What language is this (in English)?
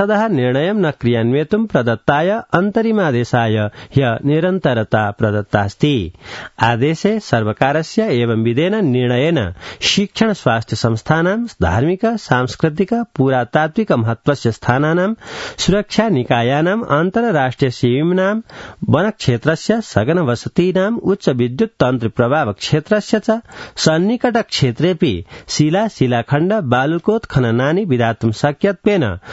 Sanskrit